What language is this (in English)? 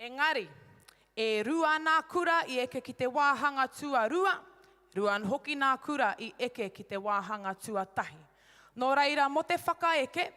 Māori